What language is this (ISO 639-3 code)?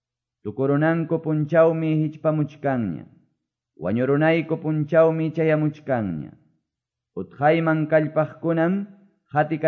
que